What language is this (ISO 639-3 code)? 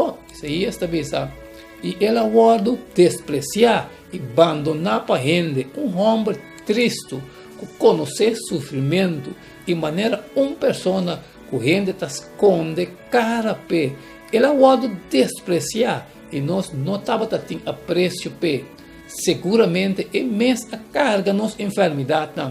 pap